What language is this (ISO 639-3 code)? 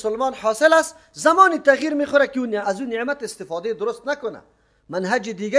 fas